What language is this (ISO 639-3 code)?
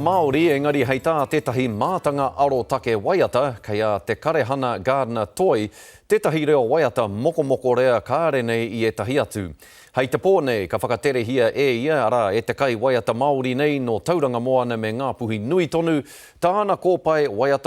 mri